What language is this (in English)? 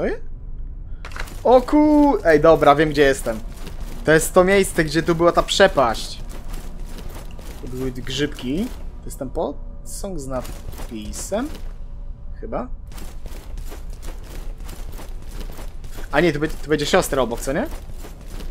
Polish